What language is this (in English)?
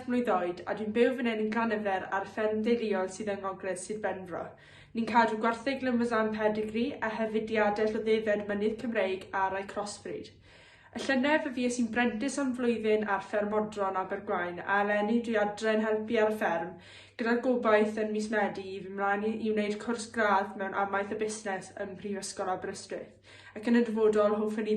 Welsh